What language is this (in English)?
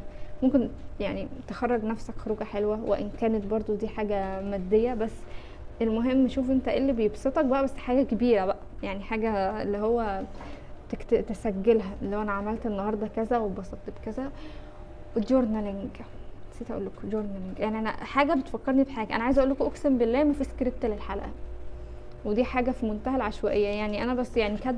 Egyptian Arabic